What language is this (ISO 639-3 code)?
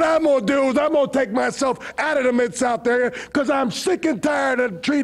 eng